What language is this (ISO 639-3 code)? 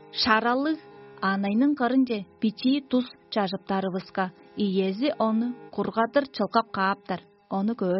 tyv